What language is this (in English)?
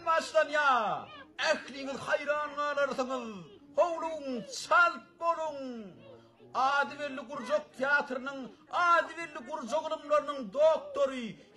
Turkmen